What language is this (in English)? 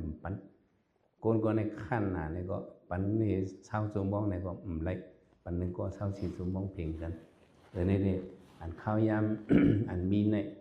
Shan